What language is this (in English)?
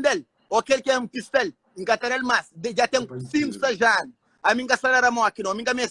Kabuverdianu